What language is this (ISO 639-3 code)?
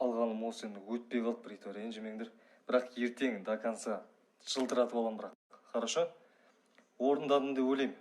kaz